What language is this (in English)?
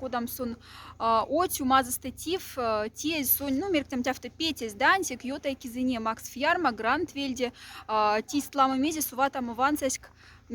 Moksha